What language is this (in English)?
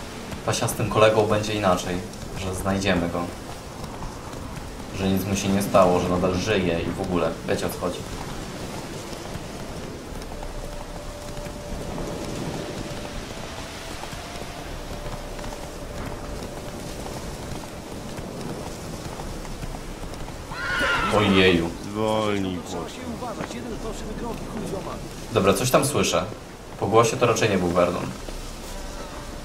Polish